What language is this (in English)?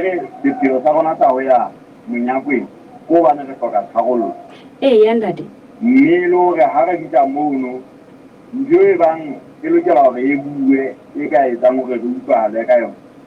Southern Sotho